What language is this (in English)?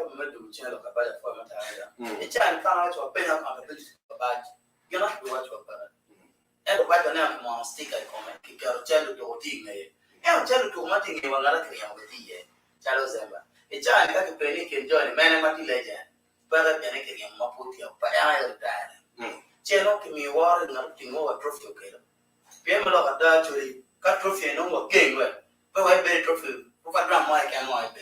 Acoli